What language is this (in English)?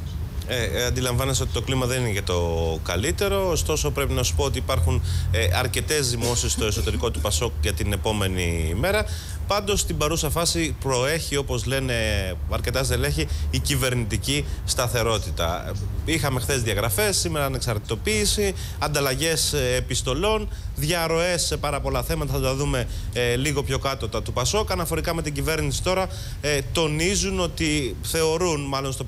Greek